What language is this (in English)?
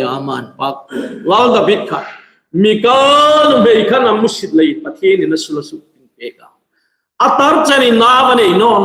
Hmar